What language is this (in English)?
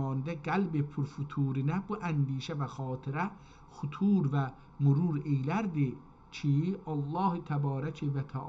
South Azerbaijani